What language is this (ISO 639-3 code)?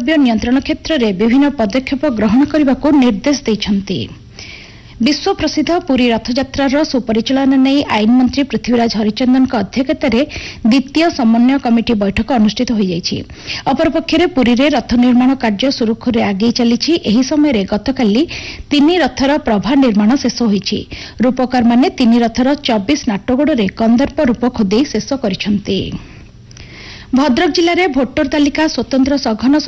ori